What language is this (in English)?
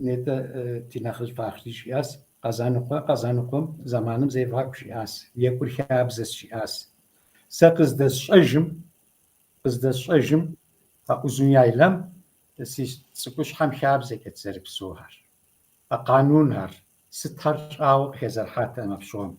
Kabardian